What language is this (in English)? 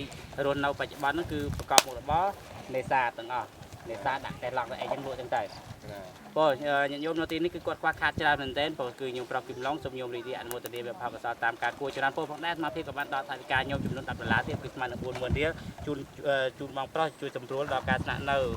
Khmer